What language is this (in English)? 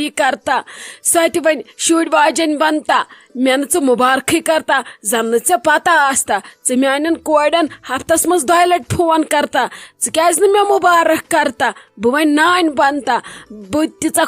Kashmiri